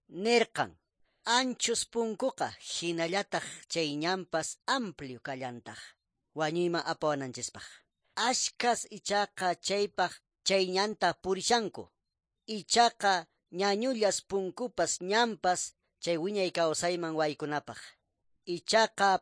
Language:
Quechua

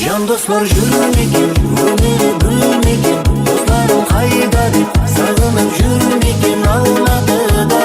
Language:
Kara-Kalpak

